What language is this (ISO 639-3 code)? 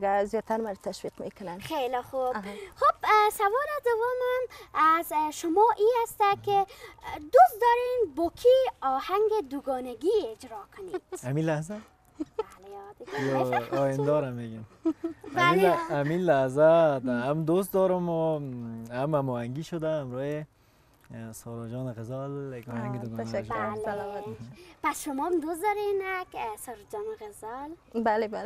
fas